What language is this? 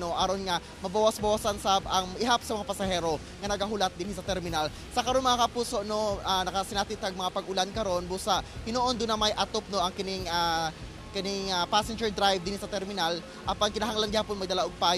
Cebuano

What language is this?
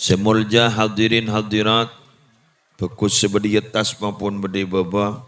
Madurese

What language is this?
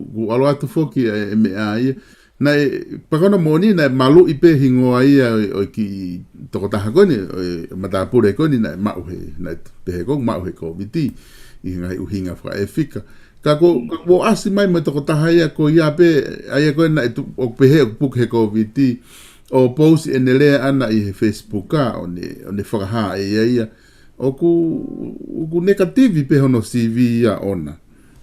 Tongan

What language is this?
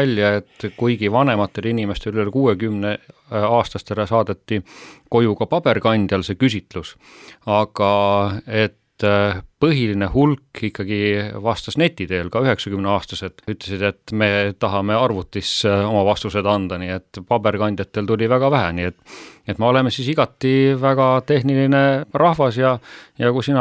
Estonian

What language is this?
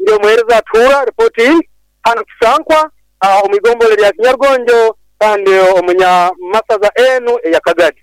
Nyoro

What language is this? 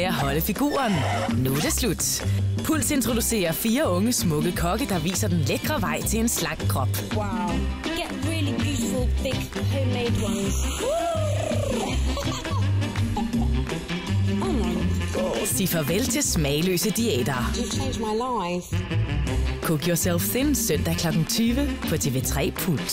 Danish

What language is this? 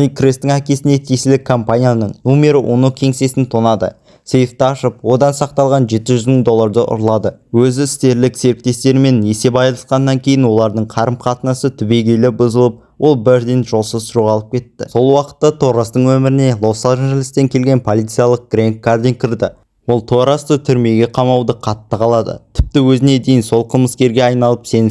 Kazakh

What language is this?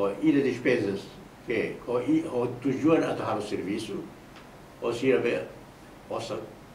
Tetum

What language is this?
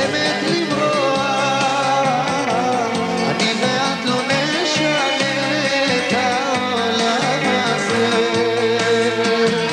Hebrew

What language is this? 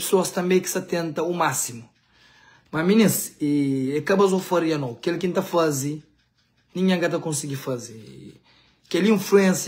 Kabuverdianu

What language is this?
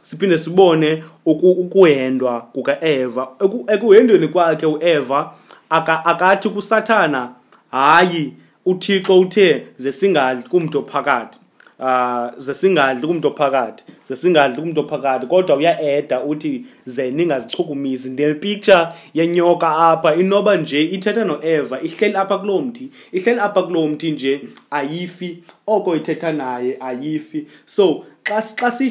Xhosa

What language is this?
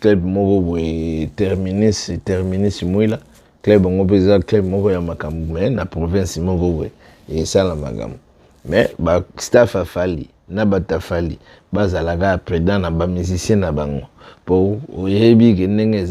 Lingala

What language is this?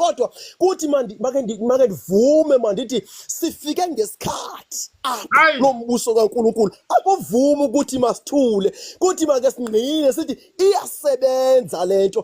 Zulu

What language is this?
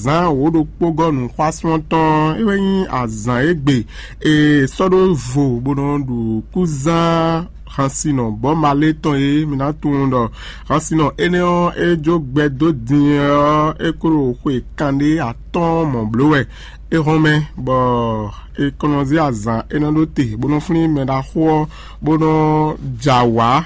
Fon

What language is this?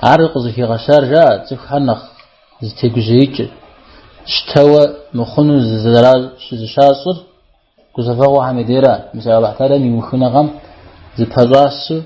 Kabardian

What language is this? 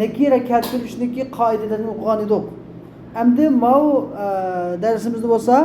Uyghur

